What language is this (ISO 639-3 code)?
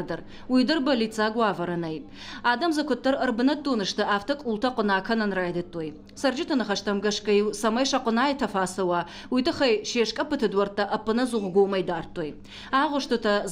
oss